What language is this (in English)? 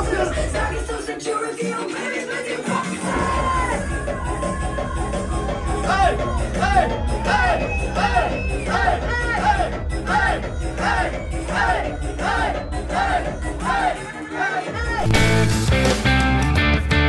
German